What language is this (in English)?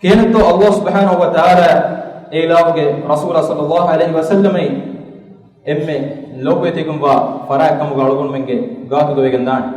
Divehi